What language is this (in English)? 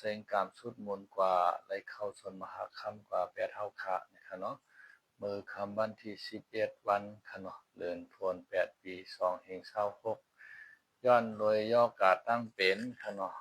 Shan